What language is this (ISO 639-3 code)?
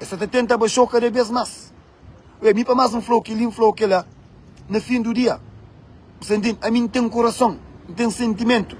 kea